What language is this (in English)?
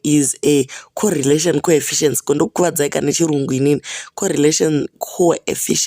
Shona